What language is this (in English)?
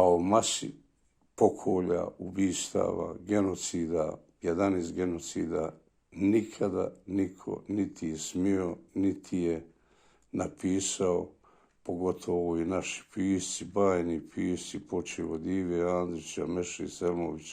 Bosnian